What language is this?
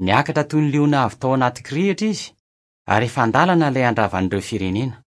Malagasy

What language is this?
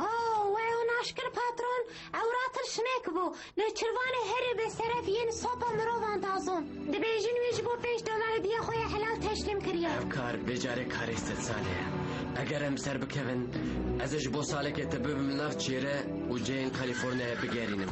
Kurdish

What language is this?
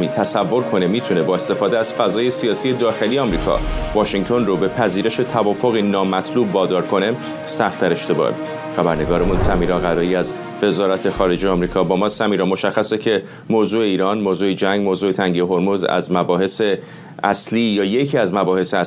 Persian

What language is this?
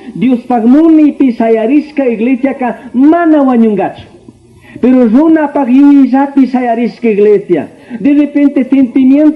Chimborazo Highland Quichua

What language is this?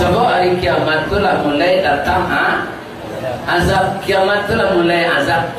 Minangkabau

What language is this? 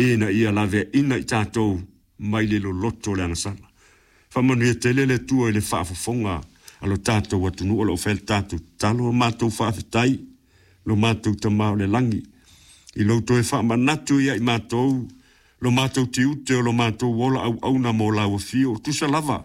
Samoan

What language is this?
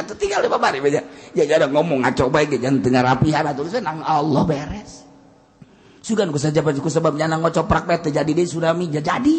Sundanese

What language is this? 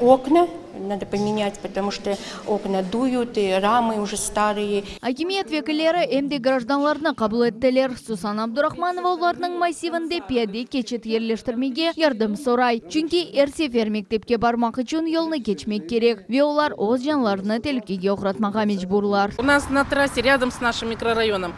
Crimean Tatar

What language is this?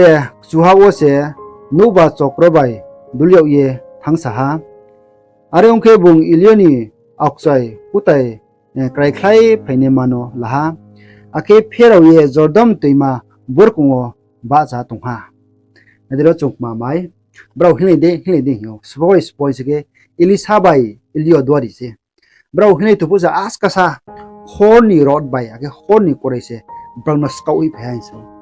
Riang (India)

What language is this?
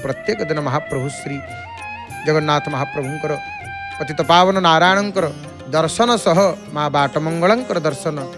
Odia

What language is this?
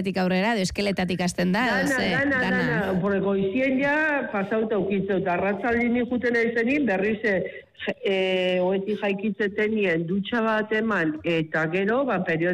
Basque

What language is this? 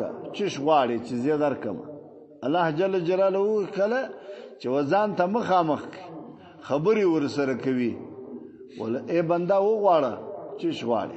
Pashto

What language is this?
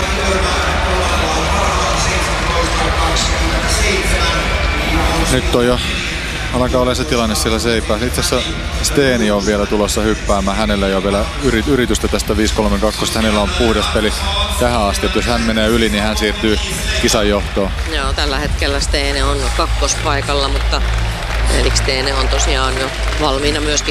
Finnish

